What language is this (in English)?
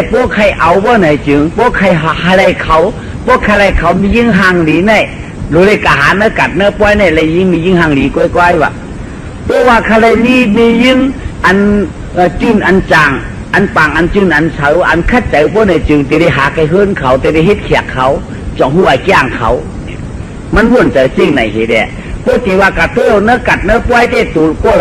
Shan